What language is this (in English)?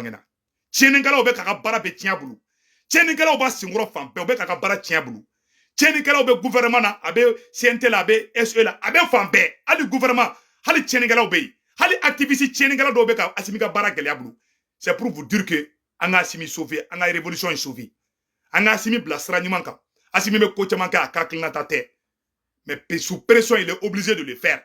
Bambara